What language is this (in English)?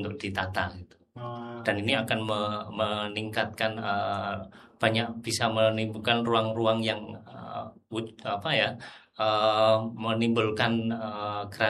Indonesian